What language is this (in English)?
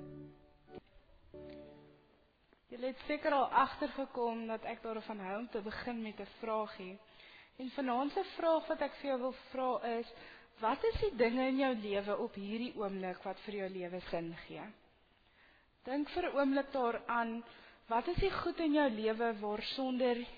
Afrikaans